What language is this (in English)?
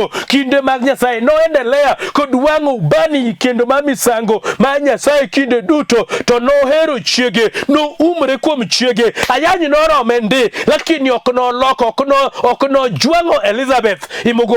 Luo (Kenya and Tanzania)